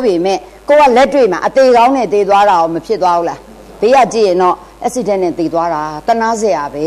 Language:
Burmese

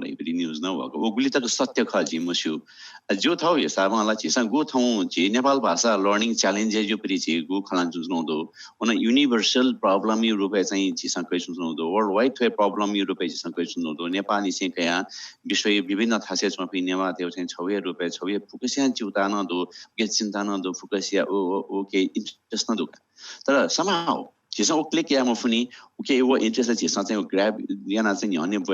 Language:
Newari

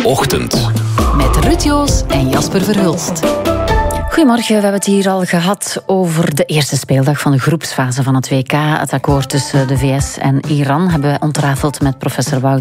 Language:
Dutch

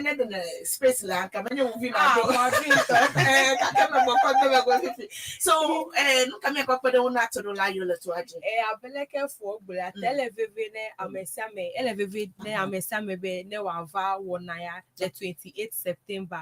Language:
Ewe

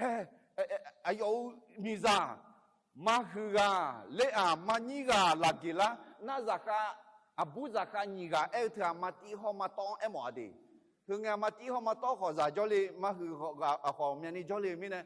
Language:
Akha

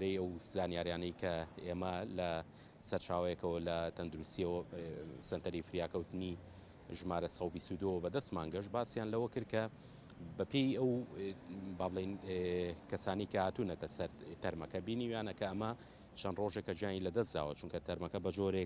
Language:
Central Kurdish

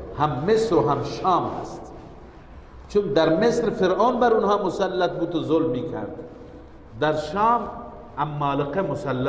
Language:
Persian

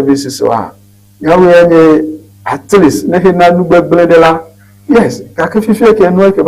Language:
Ewe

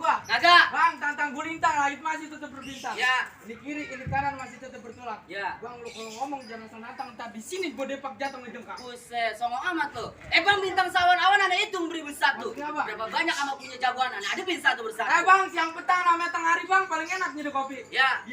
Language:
Betawi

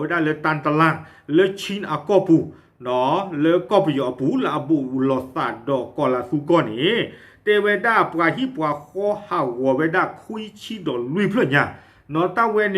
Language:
S'gaw Karen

